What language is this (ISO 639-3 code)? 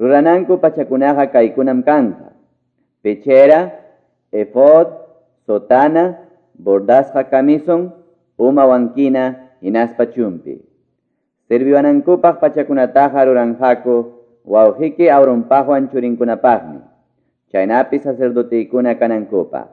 quy